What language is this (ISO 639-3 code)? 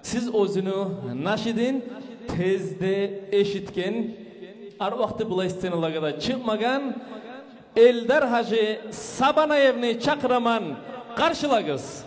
kum